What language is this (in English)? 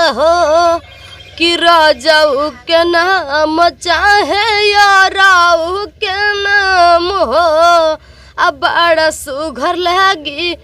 Bhojpuri